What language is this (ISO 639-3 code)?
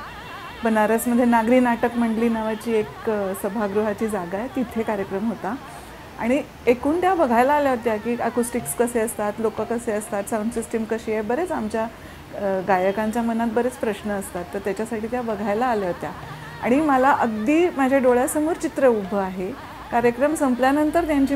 mar